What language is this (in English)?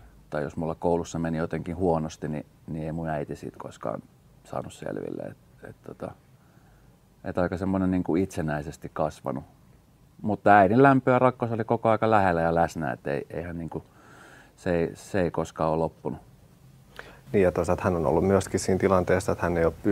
Finnish